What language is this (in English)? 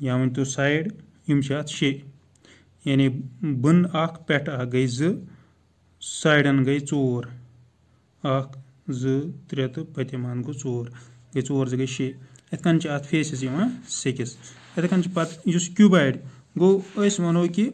Kashmiri